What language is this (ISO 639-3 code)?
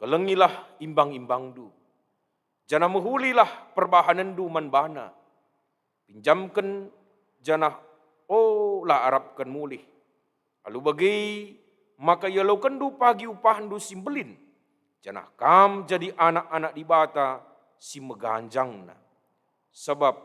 btx